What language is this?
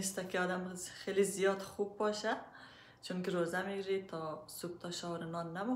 Persian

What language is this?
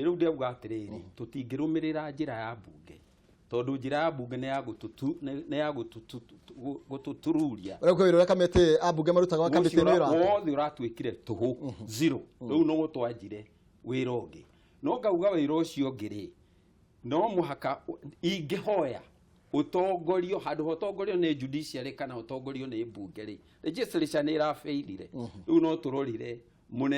Kikuyu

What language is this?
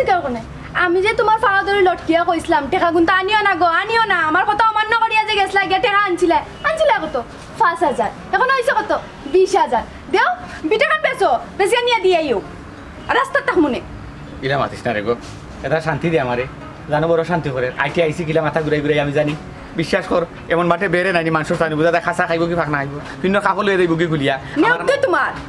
Sylheti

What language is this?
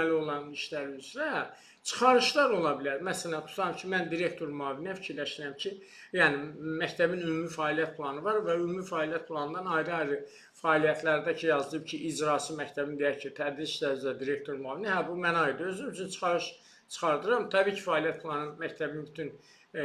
Azerbaijani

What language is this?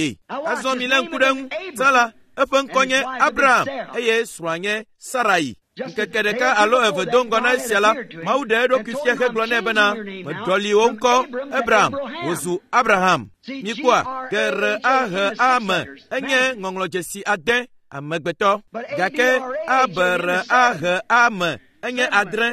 Ewe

